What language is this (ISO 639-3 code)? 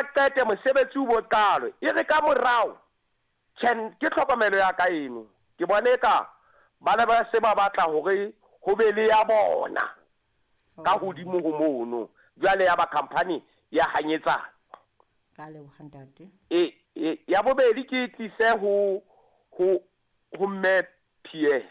sot